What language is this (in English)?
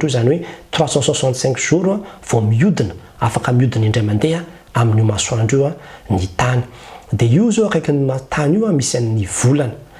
Malagasy